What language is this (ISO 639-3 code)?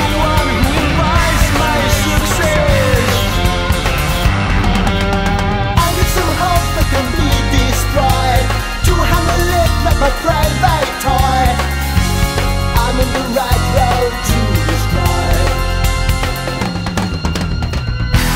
eng